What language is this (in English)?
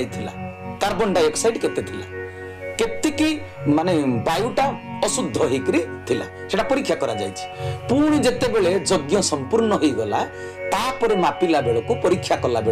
Odia